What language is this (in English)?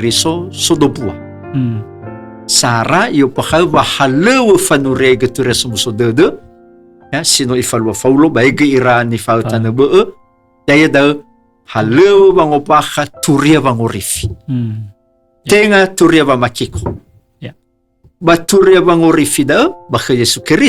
Nias